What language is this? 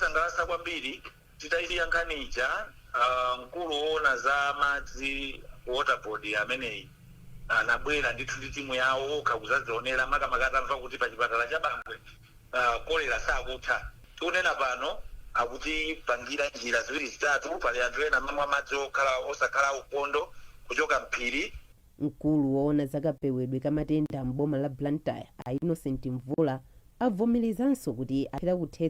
Nyanja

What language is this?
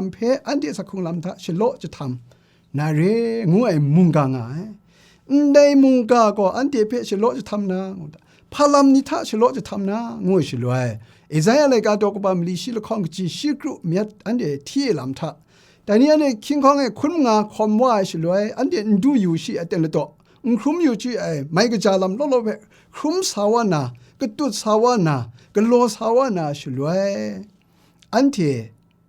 Kachin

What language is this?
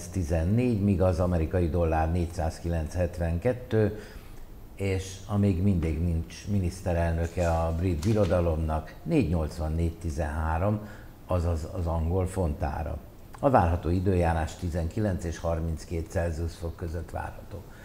Hungarian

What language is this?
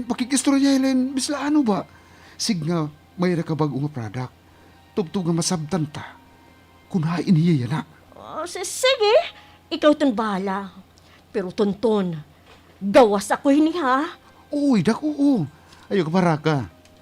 Waray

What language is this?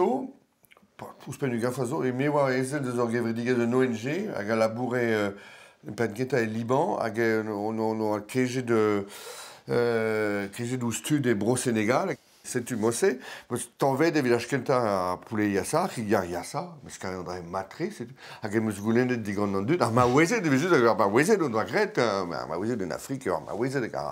Breton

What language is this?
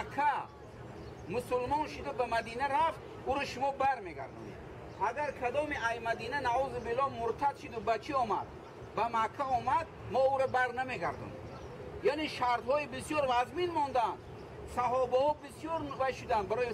Tajik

